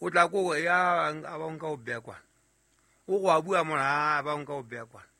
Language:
Southern Sotho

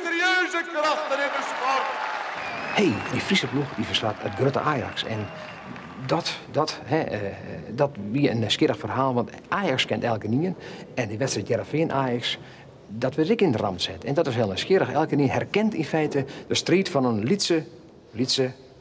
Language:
Western Frisian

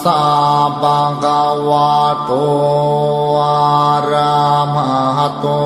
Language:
Pali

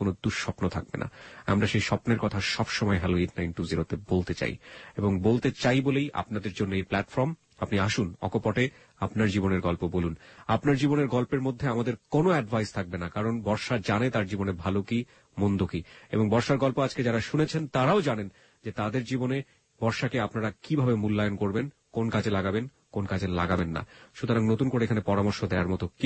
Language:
Bangla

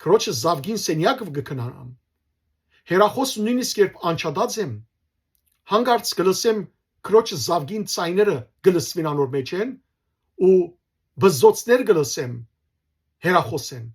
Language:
Western Armenian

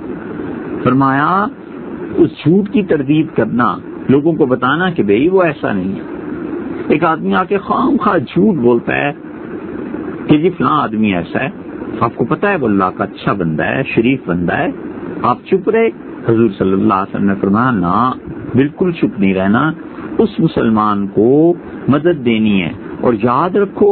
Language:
Urdu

